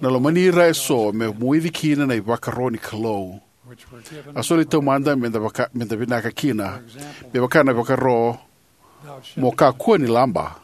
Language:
Fijian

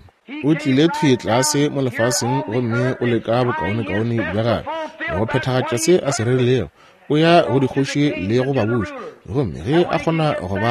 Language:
Northern Sotho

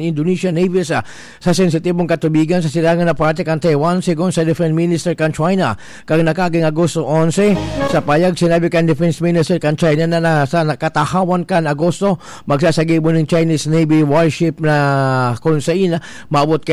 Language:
Bikol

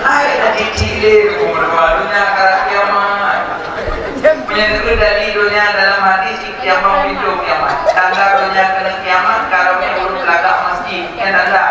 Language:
Achinese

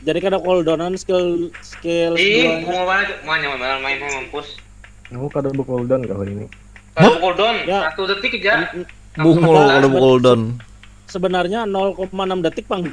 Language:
Banjar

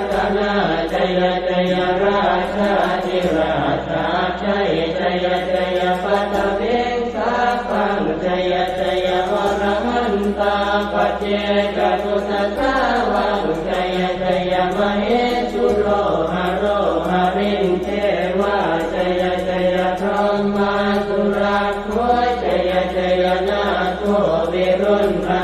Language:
Pali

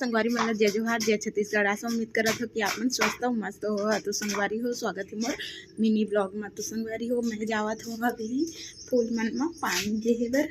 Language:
Chhattisgarhi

